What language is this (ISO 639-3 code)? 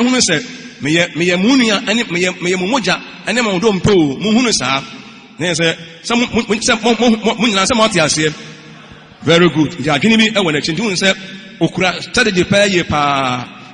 aka